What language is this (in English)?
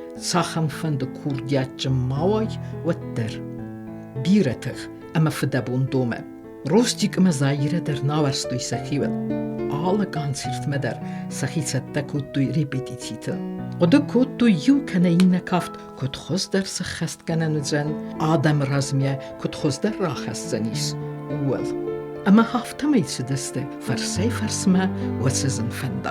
Ossetic